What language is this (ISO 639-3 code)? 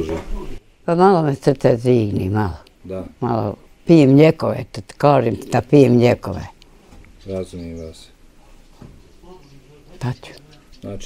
bos